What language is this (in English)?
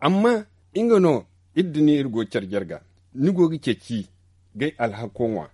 Zarma